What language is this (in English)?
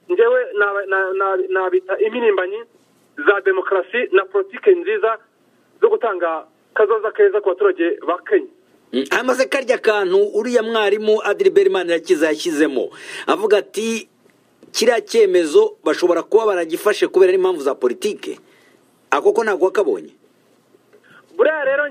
Kinyarwanda